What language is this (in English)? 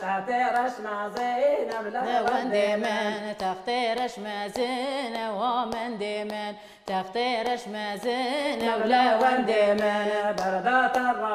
Kurdish